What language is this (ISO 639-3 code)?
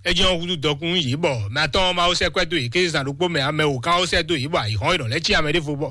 fon